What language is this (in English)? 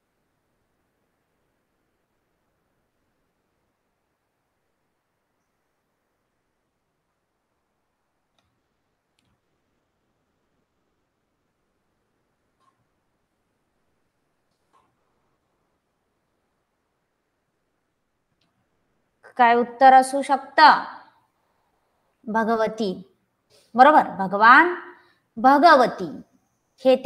Marathi